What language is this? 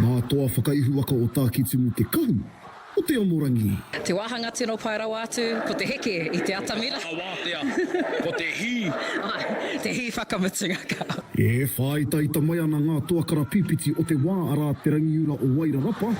Māori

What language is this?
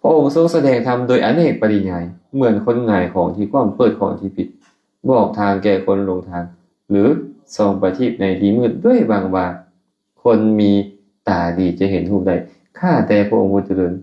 Lao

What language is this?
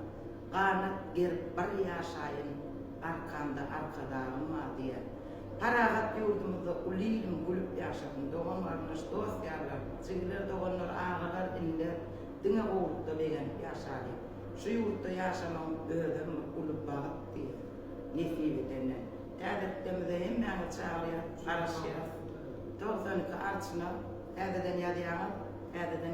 Turkmen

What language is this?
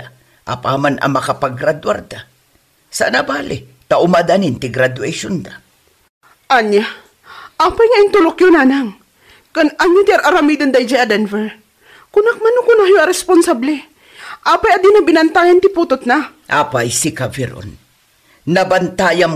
Iloko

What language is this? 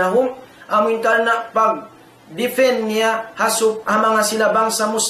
Tausug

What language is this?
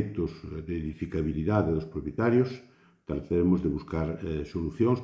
Galician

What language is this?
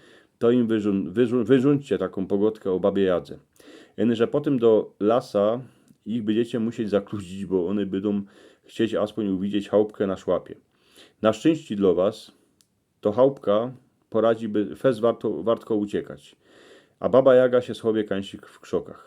Silesian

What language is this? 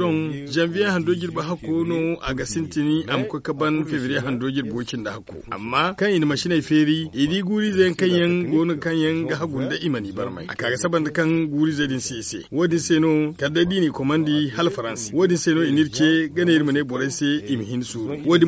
Zarma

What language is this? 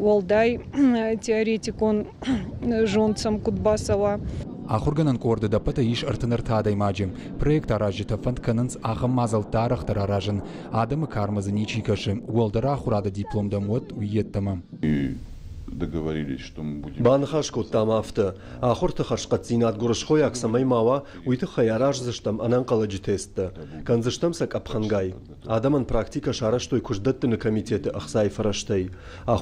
Ossetic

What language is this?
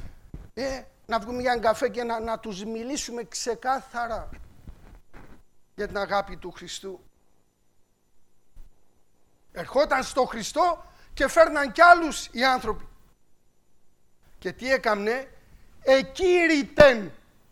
Greek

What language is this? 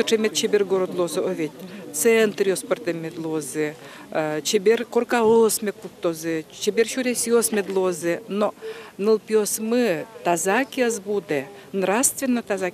Udmurt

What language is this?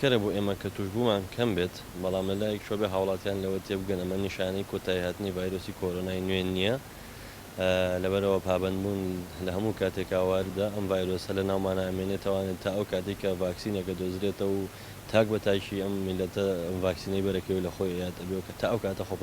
Central Kurdish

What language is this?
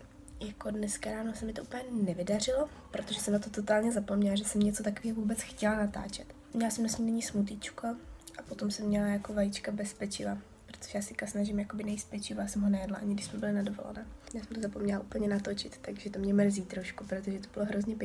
Czech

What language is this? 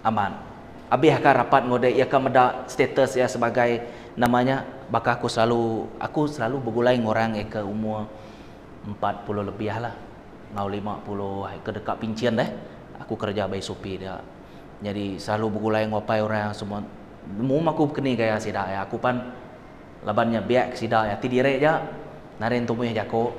Iban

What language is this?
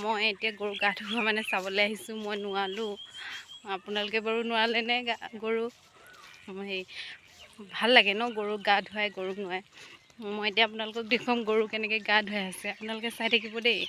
Assamese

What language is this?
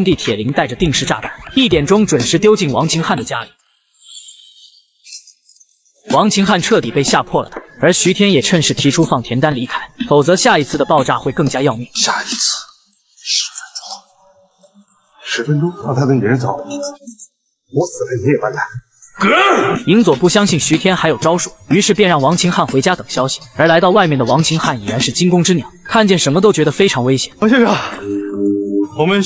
Chinese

